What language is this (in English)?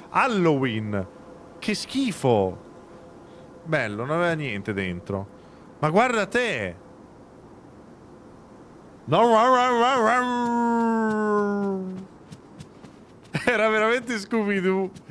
Italian